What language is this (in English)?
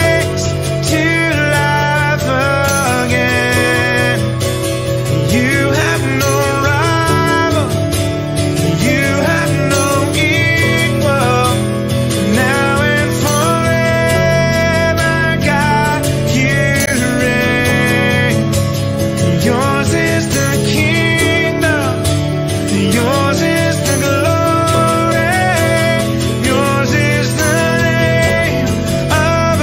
English